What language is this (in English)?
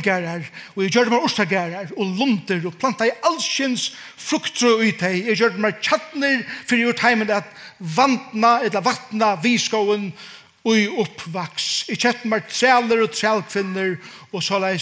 Faroese